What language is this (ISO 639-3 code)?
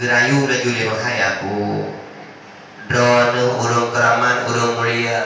ace